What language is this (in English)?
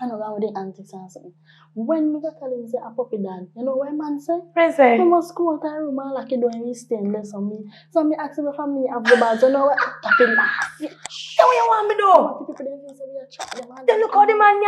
Jamaican Creole English